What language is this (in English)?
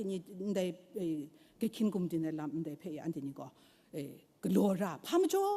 Kachin